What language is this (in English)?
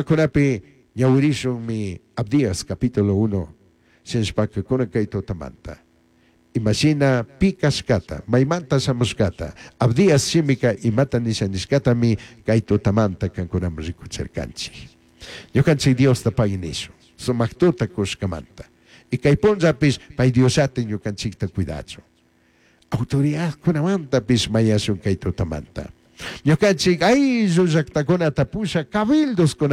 Chimborazo Highland Quichua